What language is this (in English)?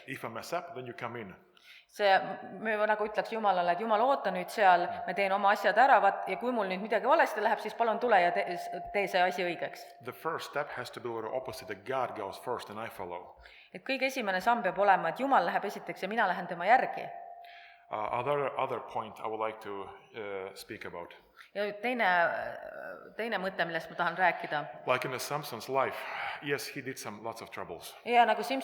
Estonian